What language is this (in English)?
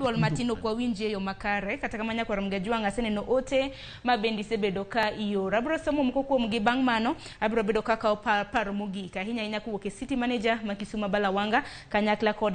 Luo (Kenya and Tanzania)